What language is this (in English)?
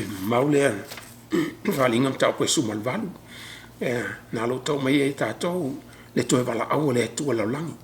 Samoan